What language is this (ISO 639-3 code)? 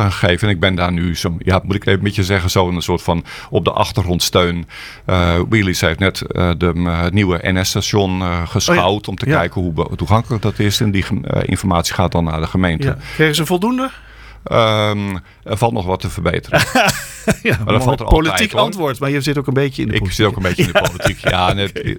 nld